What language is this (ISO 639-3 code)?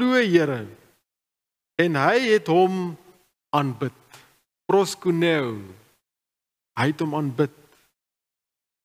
afr